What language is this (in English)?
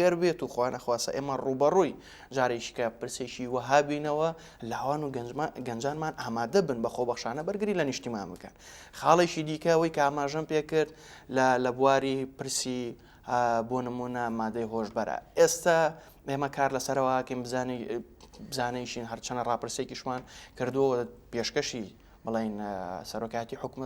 Central Kurdish